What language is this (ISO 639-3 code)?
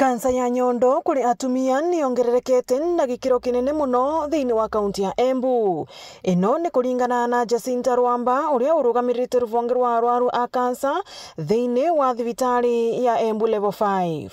mer